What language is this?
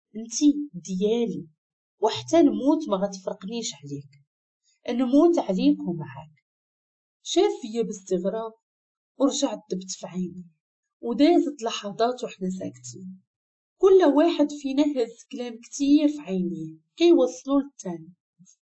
Moroccan Arabic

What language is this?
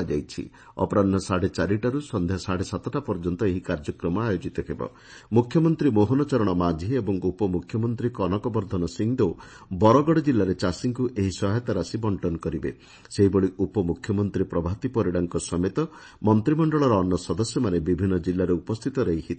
Odia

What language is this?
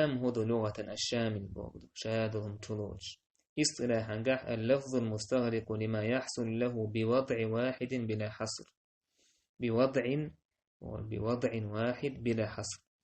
Chechen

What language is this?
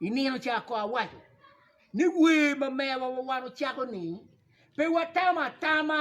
Acoli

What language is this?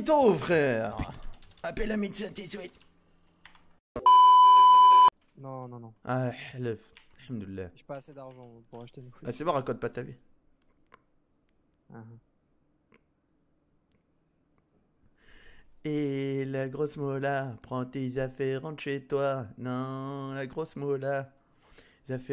French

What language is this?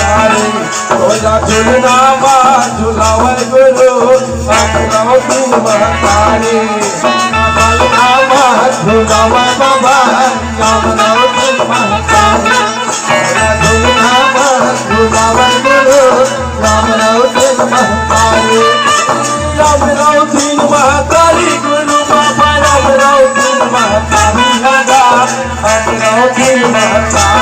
Chhattisgarhi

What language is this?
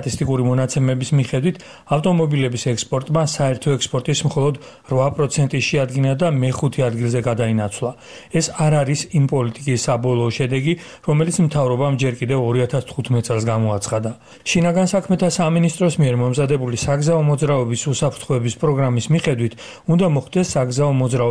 Georgian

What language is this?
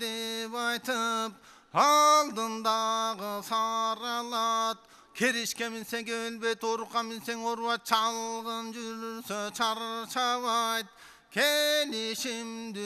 Kyrgyz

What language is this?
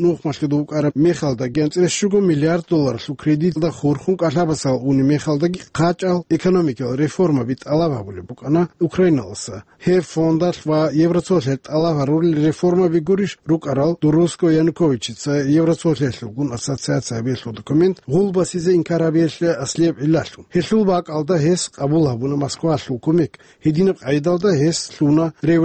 Avaric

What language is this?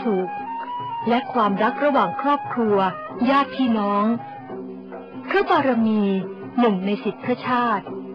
Thai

